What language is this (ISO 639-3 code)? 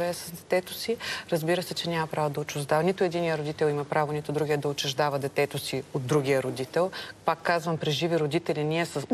bul